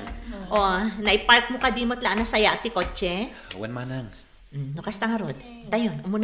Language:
Iloko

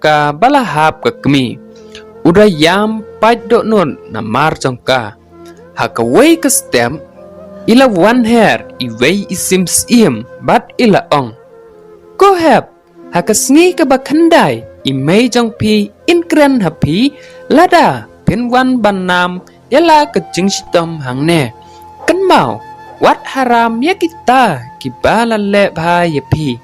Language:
Khasi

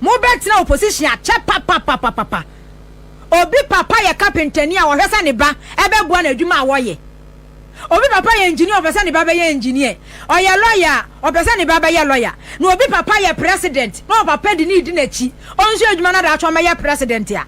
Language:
Akan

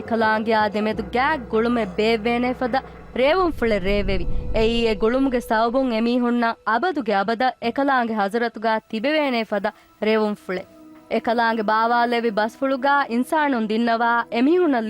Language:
Divehi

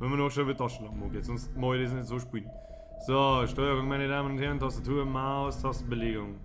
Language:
Bavarian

